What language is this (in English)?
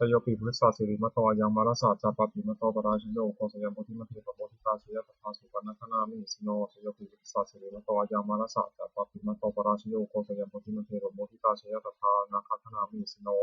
Pali